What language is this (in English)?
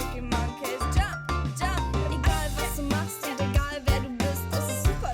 Swiss German